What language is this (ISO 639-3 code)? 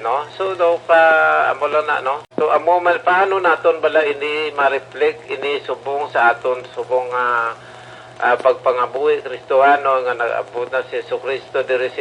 hil